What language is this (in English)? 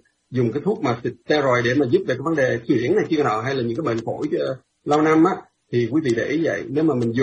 Vietnamese